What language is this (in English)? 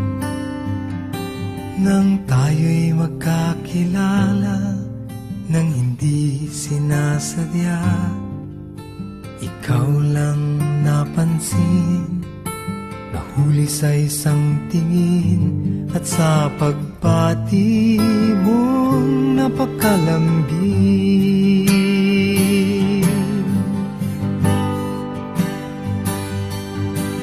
Filipino